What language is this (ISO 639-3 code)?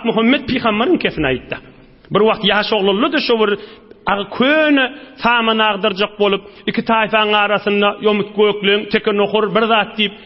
tuk